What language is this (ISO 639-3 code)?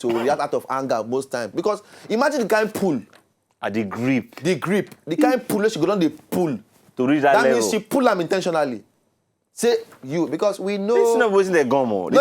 pcm